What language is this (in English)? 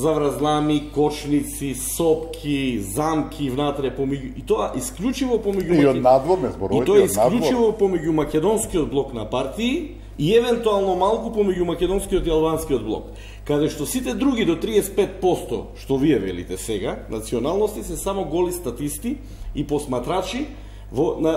Macedonian